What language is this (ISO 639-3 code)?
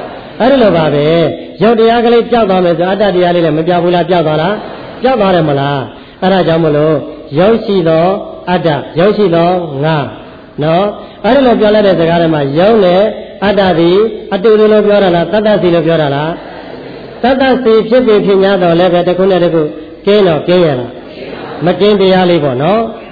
mya